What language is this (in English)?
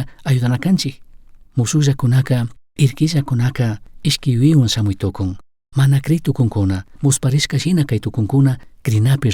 Chimborazo Highland Quichua